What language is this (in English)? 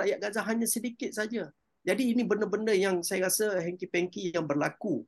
Malay